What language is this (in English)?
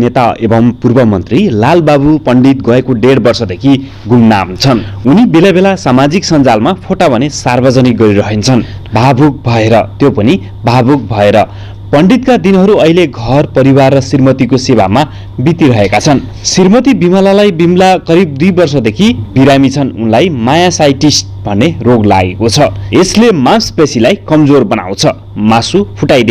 Nepali